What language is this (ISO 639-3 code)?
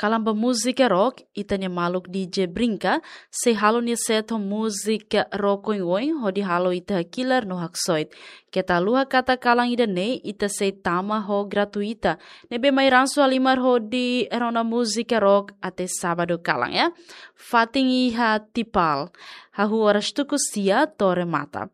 tet